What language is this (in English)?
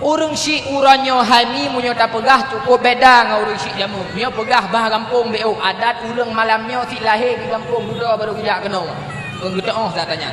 Achinese